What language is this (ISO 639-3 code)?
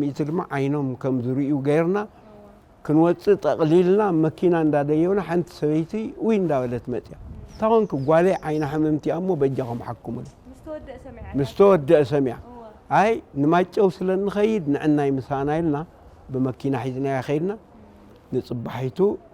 tir